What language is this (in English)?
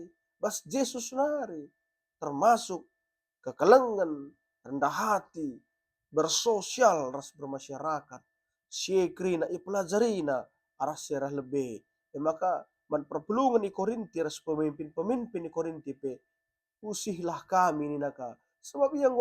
Batak Karo